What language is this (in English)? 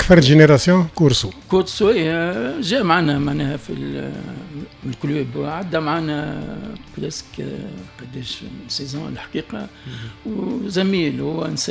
Tunisian Arabic